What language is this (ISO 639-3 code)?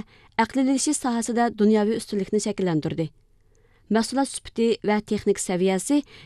uig